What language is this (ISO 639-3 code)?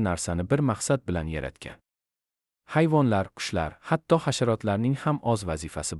uzb